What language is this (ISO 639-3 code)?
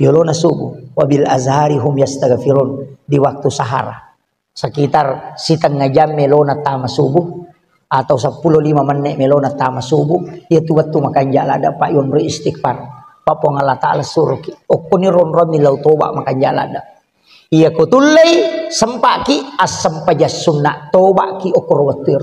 bug